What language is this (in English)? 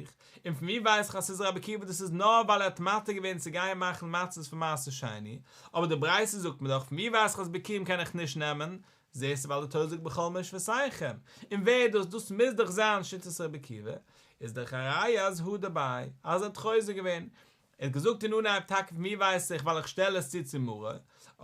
Yiddish